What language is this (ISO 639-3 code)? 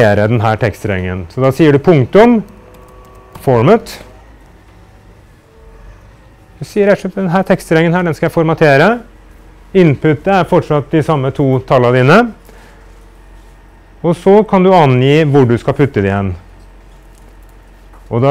nor